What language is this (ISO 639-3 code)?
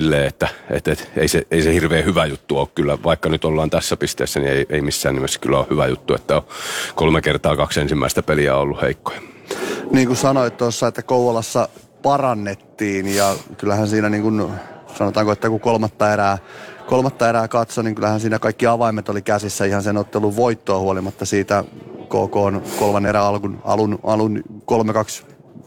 fin